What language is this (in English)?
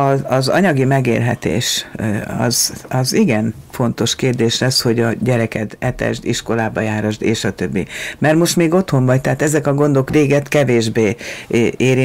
Hungarian